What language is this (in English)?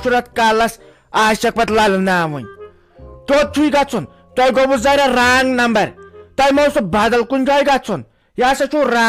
Kashmiri